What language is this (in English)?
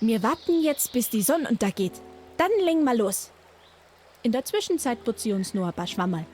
Bavarian